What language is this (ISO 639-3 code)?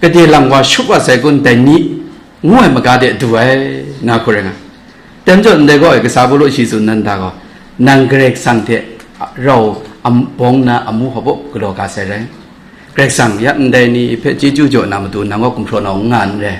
kac